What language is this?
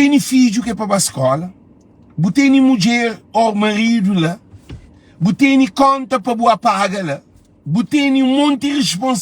Kabuverdianu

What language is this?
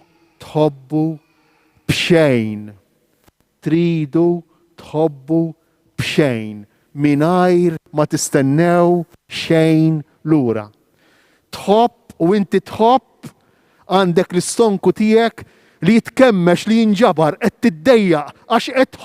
Maltese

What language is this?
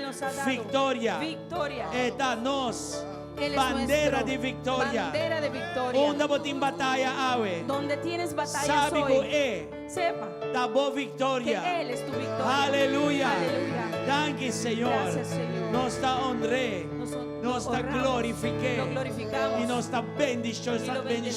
Papiamento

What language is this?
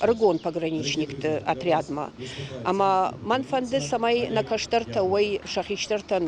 Ossetic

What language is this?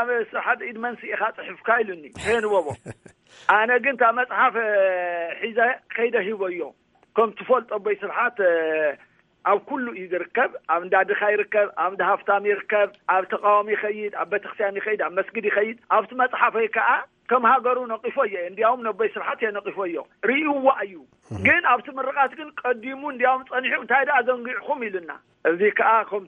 Tigrinya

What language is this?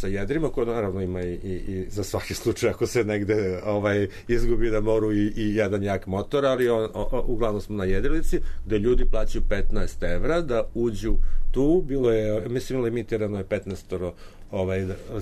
Serbian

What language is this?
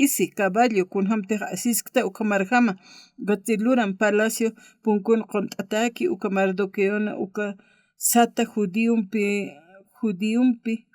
Aymara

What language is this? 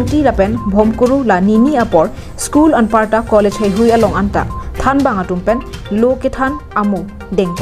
Karbi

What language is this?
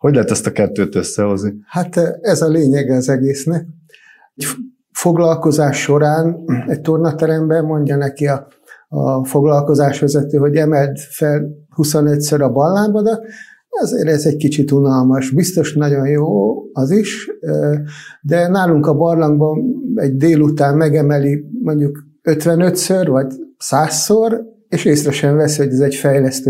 Hungarian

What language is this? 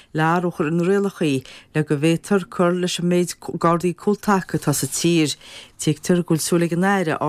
Irish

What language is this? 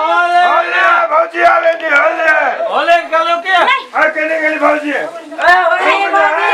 Maithili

